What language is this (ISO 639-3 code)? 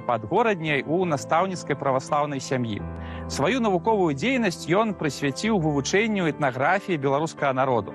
bel